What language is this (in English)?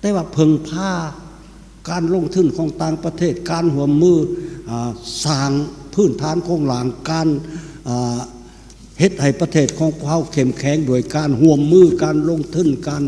Lao